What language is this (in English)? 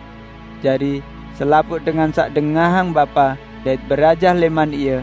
Sasak